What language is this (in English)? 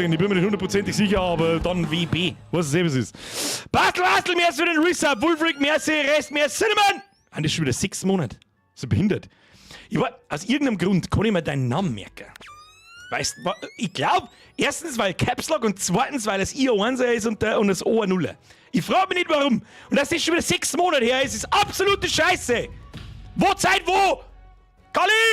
Bavarian